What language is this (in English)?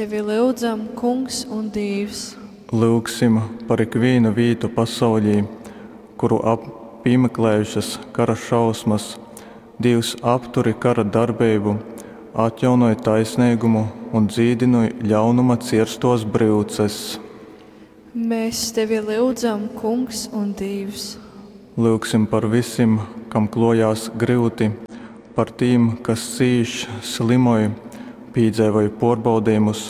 Latgalian